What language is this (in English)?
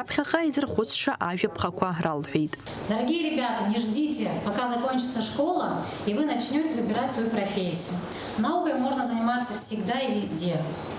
Abkhazian